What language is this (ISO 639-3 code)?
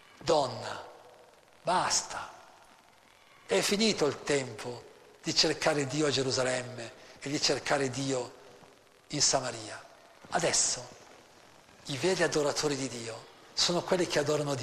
ita